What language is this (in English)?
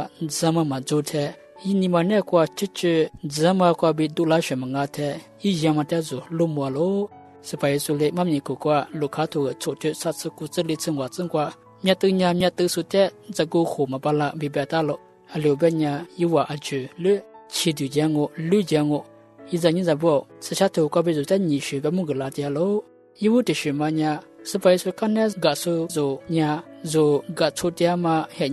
Lisu